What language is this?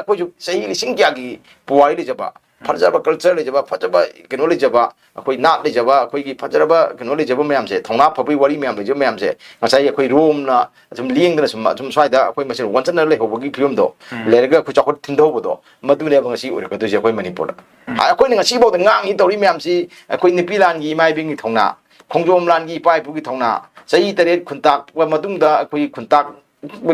Manipuri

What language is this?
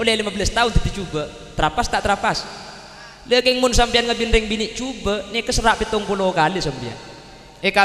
Madurese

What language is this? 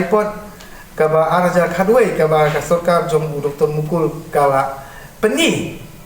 Khasi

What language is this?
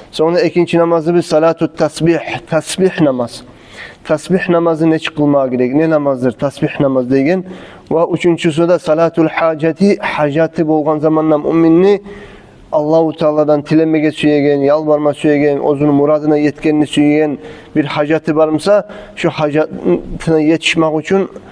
Kumyk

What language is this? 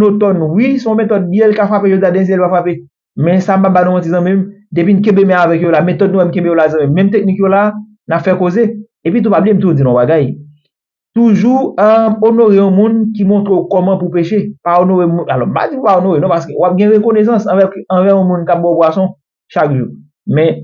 Haitian Creole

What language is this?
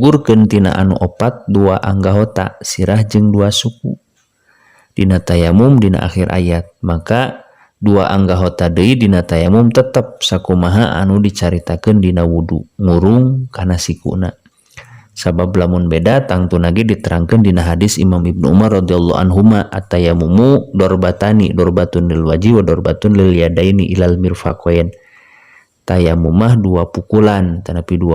Sundanese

